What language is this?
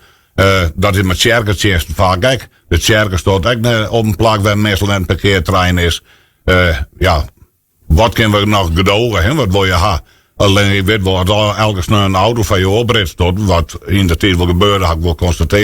Western Frisian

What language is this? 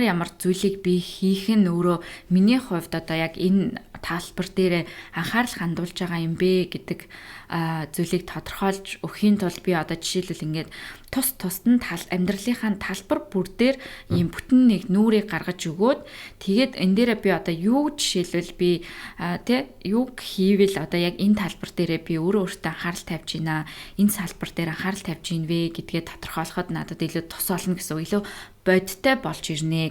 Mongolian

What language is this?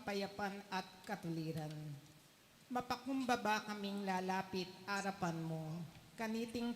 Pampanga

